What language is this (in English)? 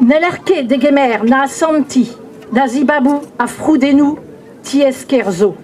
Breton